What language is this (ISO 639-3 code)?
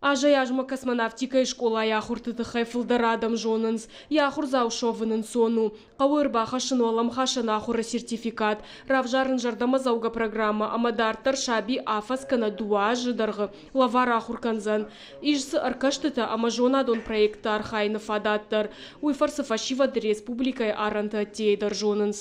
oss